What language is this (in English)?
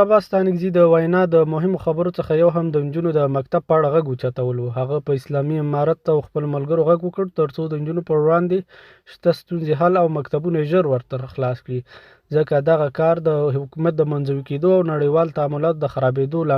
Pashto